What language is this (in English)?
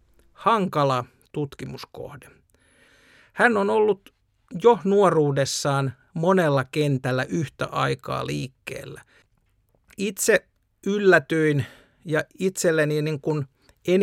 Finnish